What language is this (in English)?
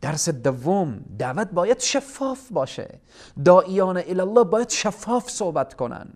Persian